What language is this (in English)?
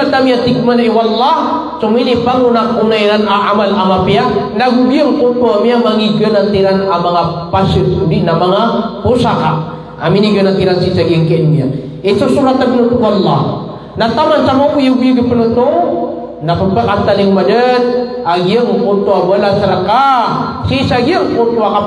Maranao